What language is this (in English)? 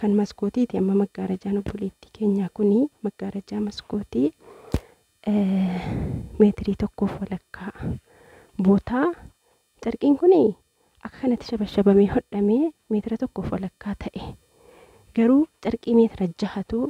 Oromo